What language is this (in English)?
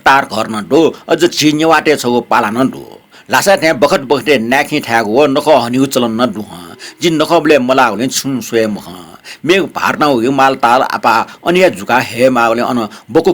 Newari